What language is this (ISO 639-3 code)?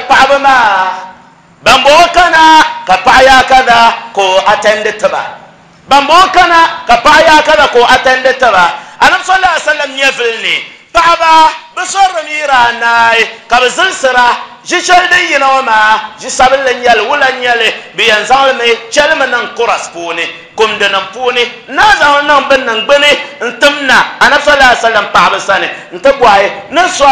dag